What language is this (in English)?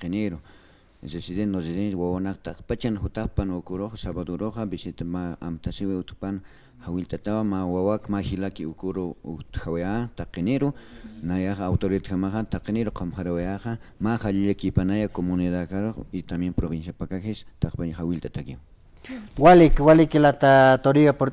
Aymara